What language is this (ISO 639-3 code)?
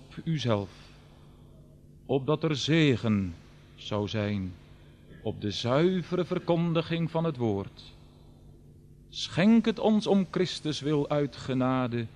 nld